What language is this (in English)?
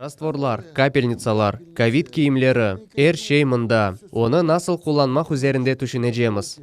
Crimean Tatar